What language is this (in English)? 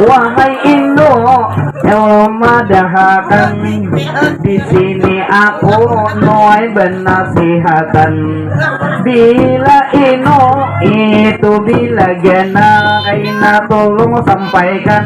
Banjar